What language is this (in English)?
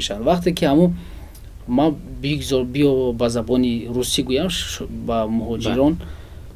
Tajik